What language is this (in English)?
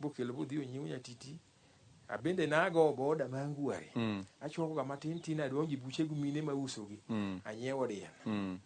Luo (Kenya and Tanzania)